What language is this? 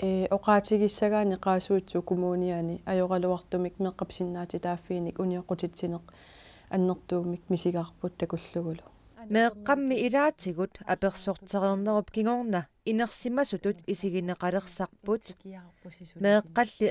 Kalaallisut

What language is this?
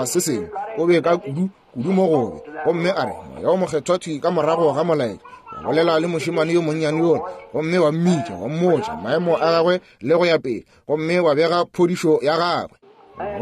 Northern Sotho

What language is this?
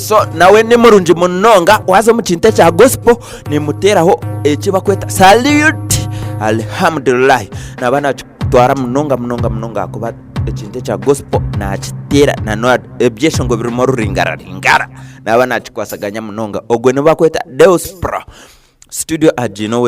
Nyankole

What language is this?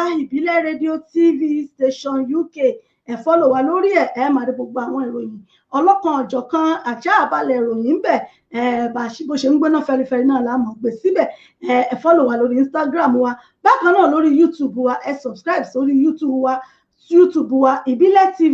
Yoruba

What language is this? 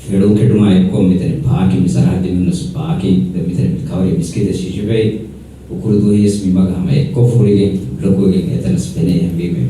Divehi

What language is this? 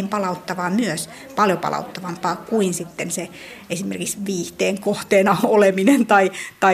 Finnish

